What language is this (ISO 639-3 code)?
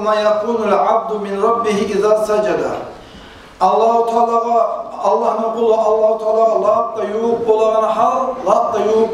kum